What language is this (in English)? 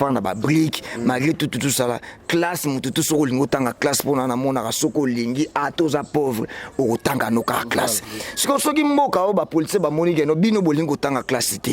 Lingala